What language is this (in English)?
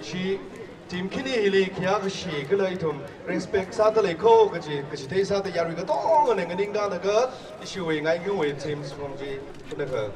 Tangkhul Naga (India)